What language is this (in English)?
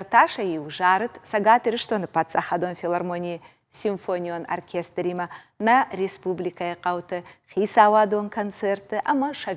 Ossetic